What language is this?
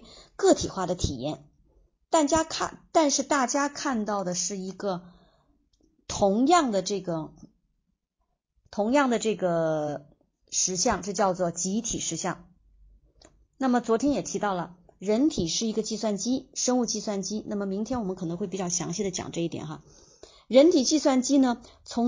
Chinese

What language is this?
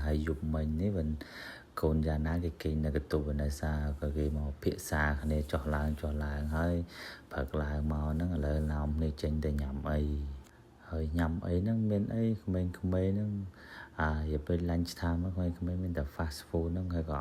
Khmer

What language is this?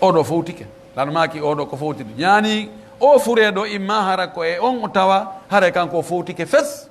Pular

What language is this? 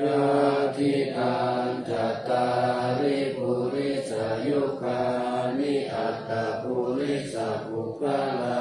Pali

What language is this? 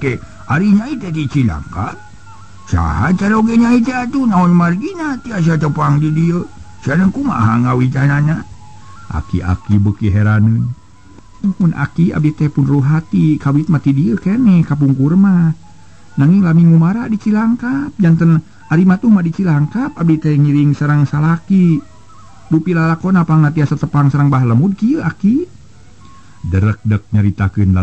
Sundanese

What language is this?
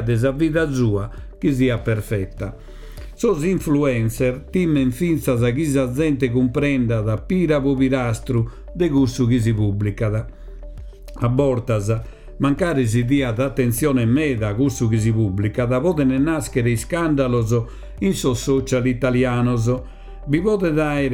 Sardinian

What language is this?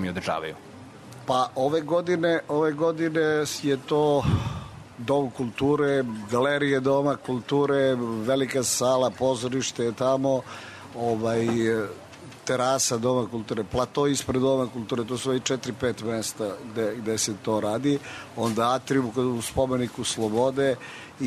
Serbian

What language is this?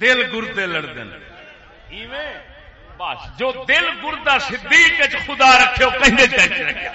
Saraiki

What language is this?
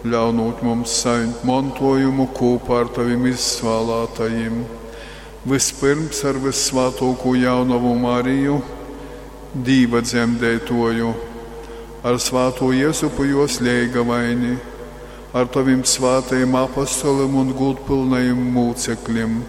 Latgalian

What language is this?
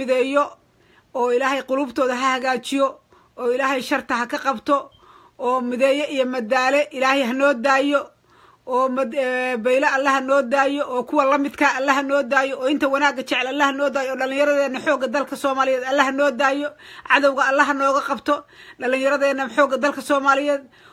Somali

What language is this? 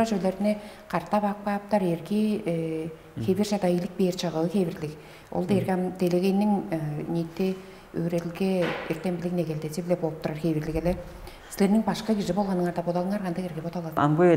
Tuvinian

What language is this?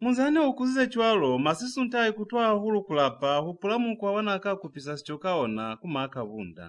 Lozi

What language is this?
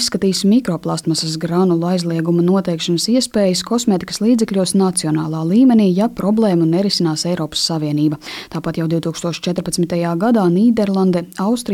Latvian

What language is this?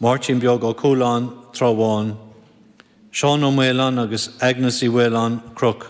Irish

